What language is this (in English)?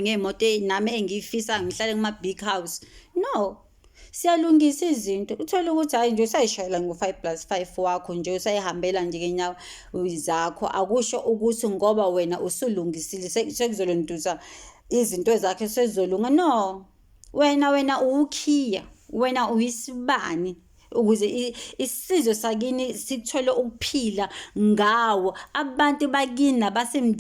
Zulu